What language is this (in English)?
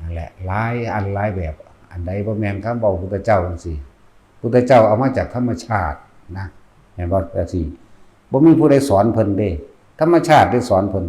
Northeastern Thai